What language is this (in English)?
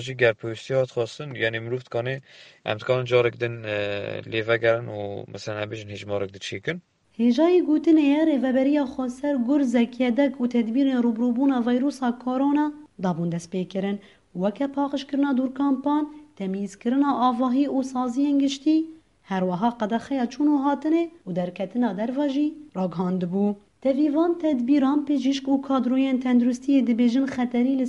Kurdish